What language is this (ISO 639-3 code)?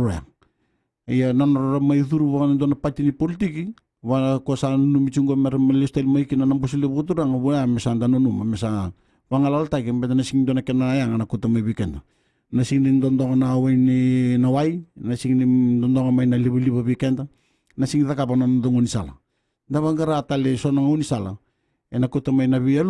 fij